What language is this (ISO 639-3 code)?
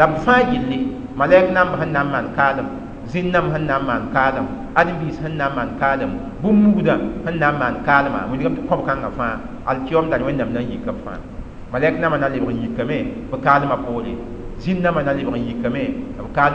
mos